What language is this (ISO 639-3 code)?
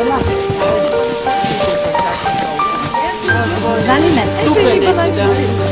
bul